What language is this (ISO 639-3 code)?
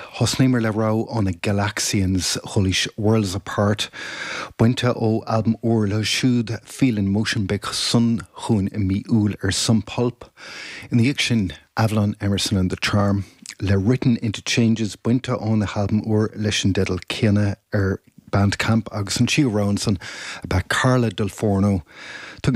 gle